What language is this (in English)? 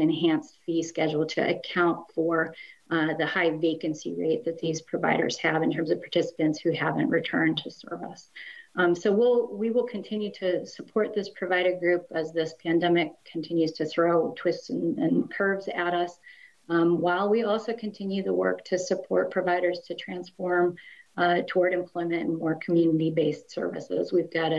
English